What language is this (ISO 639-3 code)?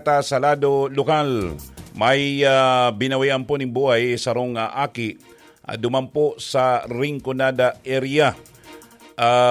bik